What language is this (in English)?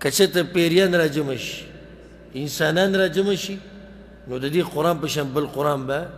Pashto